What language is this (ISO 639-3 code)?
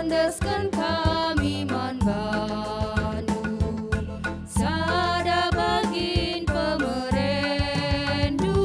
btx